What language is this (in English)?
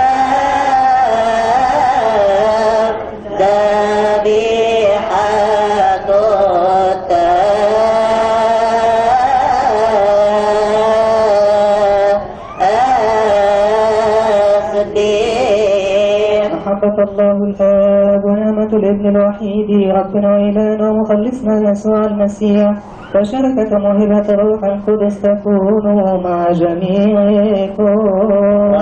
Arabic